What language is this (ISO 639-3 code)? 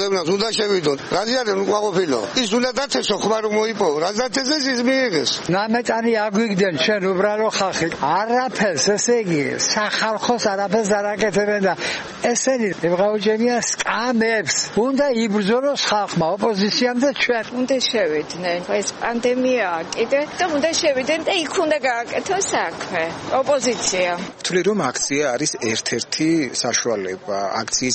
kat